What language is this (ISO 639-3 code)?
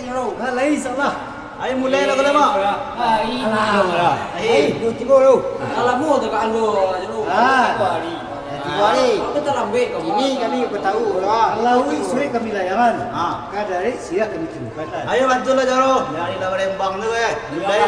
min